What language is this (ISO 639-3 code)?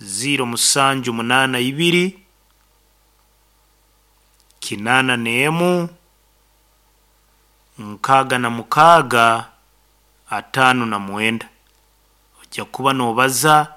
nyo